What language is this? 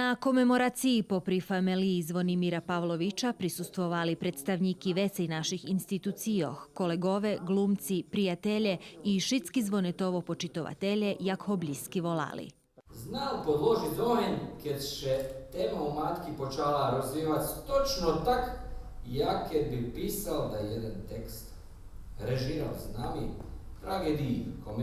Rusyn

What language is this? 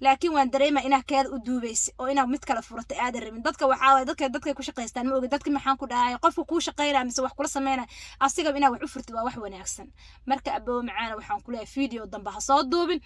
Somali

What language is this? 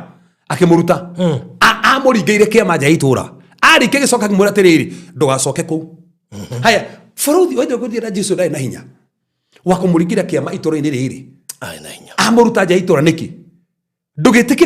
Kikuyu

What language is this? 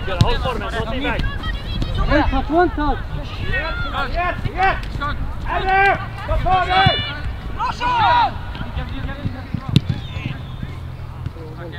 Swedish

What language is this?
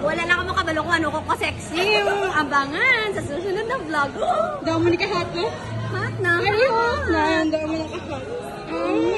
Hiligaynon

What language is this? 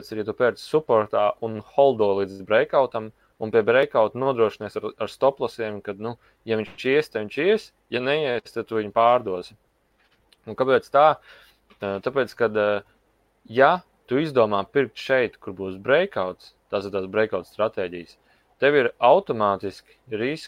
Latvian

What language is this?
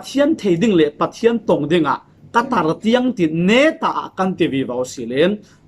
Falam Chin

